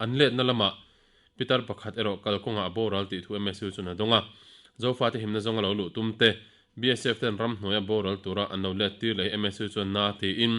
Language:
Mizo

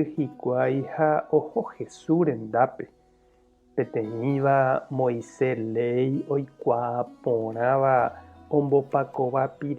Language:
Guarani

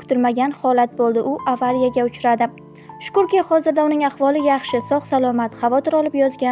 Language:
Uzbek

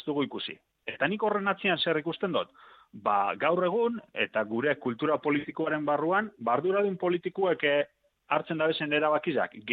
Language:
Basque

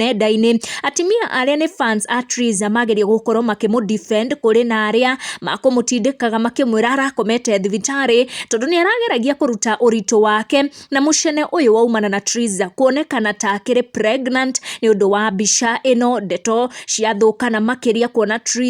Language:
Kikuyu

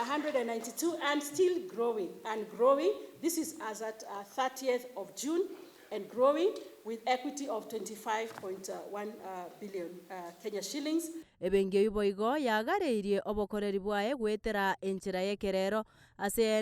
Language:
Gusii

